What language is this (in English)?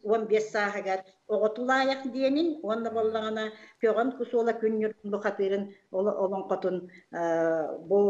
Yakut